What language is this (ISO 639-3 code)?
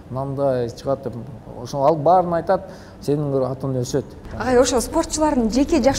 kir